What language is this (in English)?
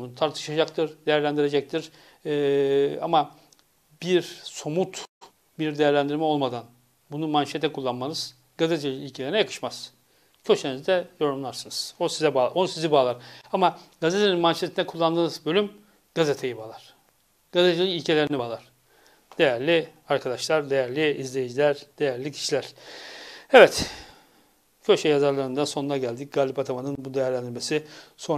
Turkish